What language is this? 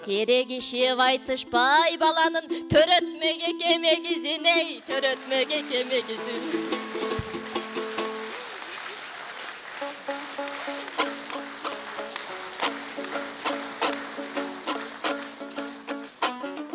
Kyrgyz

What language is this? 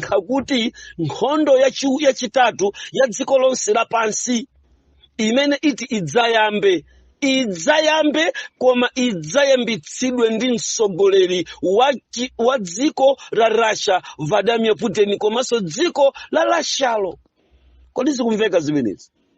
Nyanja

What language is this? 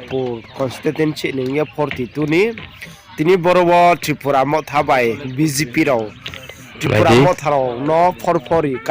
Riang (India)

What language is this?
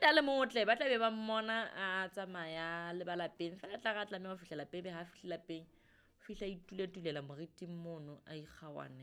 Southern Sotho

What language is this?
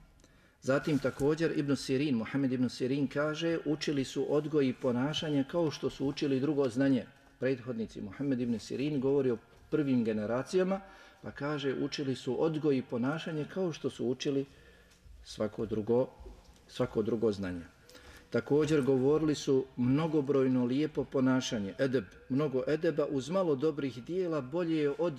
Bosnian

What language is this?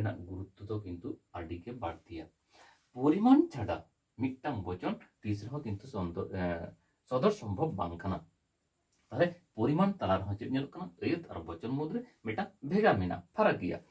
Santali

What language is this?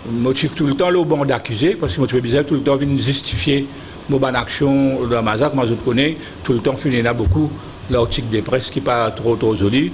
Morisyen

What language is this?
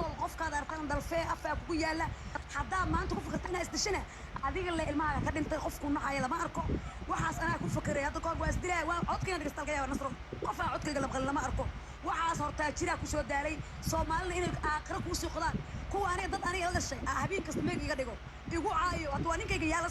Somali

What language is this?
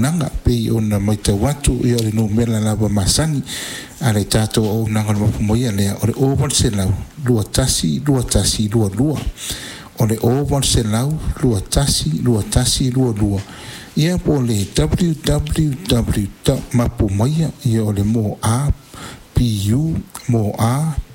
Samoan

